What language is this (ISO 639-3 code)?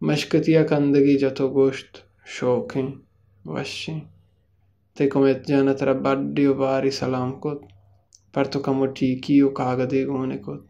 bal